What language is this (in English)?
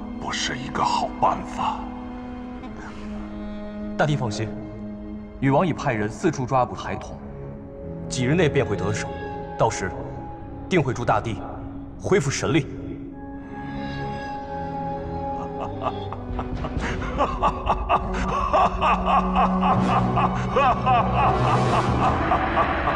Chinese